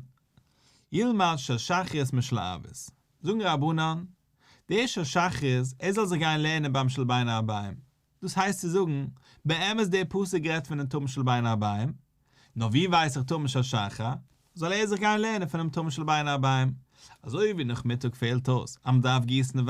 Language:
Yiddish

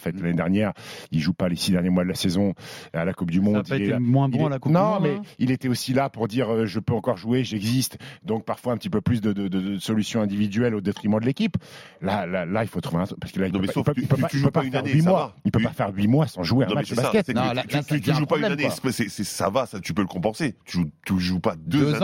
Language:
French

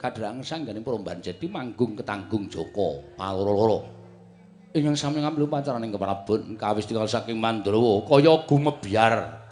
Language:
Javanese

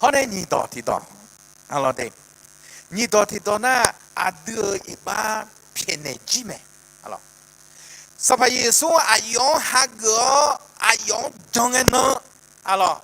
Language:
Akha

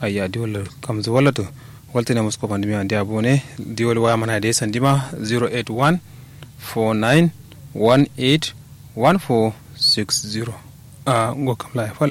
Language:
Kanuri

